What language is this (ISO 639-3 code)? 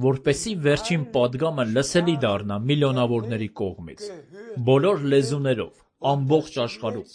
hye